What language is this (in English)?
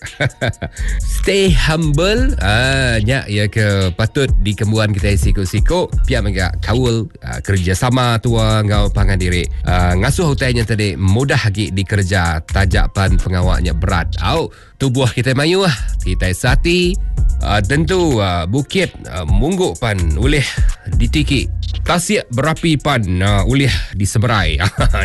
Iban